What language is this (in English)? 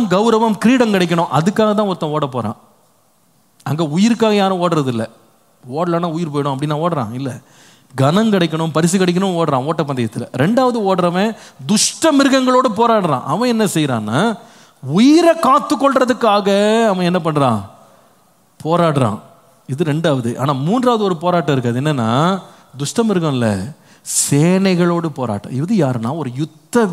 Tamil